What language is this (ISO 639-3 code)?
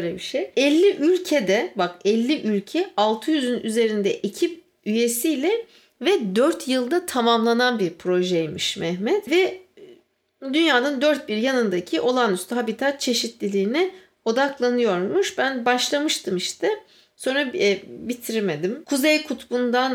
tur